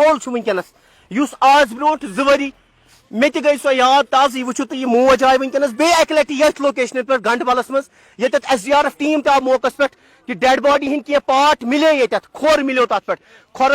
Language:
Kashmiri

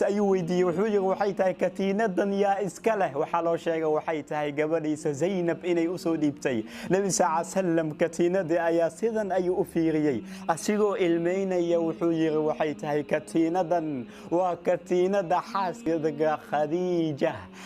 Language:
Somali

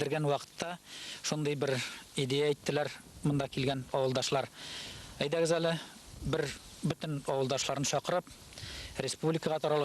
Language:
Tatar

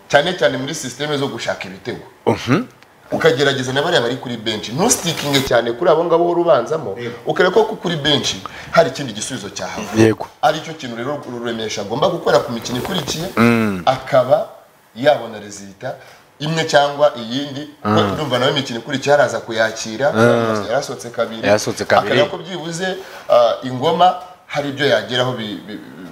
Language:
Kinyarwanda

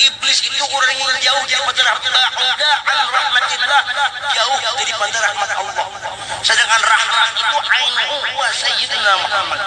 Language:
Banjar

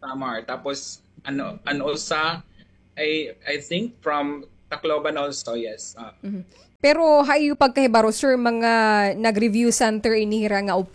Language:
Waray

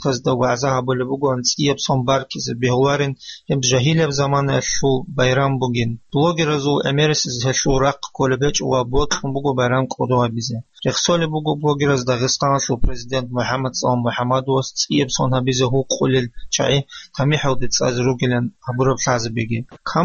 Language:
Avaric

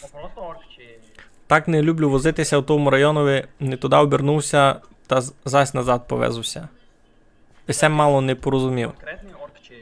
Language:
Rusyn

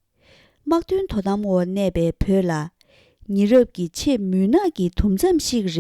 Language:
Tibetan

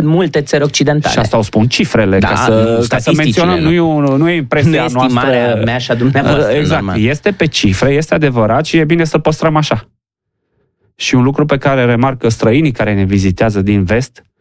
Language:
Romanian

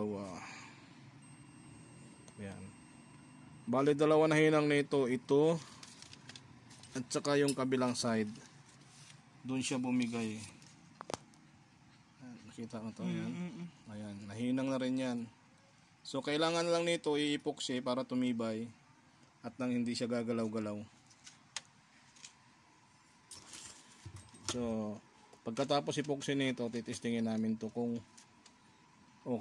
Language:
Filipino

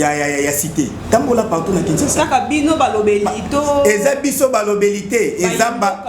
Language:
Lingala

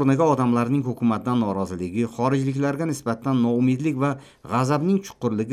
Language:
Uzbek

